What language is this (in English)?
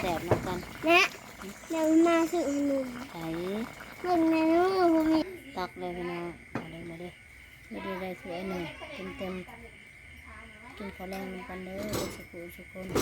Northeastern Thai